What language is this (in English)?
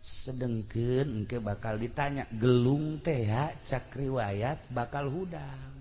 Sundanese